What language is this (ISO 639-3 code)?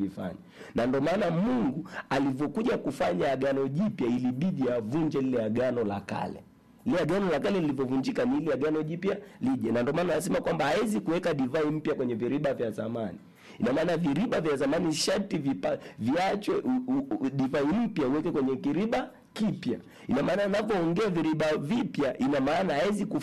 swa